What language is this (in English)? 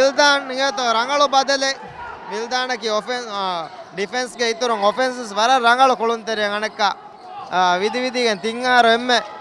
Divehi